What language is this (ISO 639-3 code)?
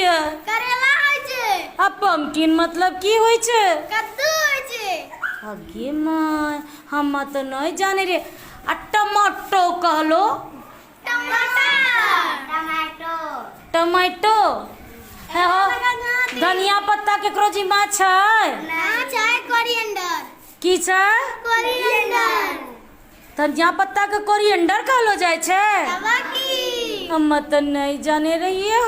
mai